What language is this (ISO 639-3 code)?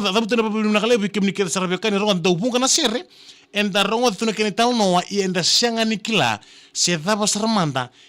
fij